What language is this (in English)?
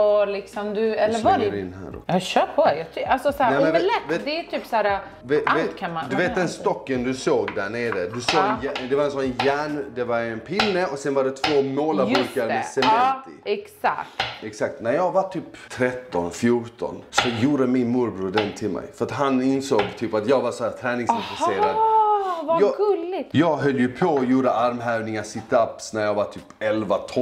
Swedish